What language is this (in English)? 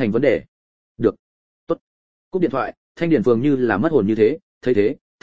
Vietnamese